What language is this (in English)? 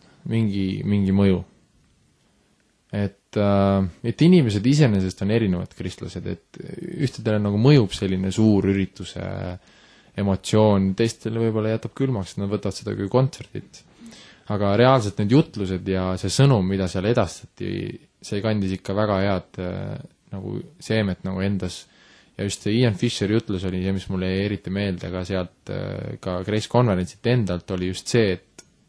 Estonian